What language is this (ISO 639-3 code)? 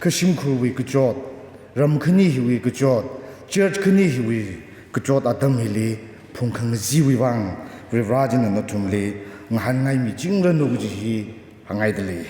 nmf